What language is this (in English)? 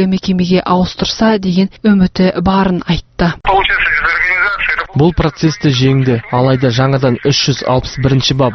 Kazakh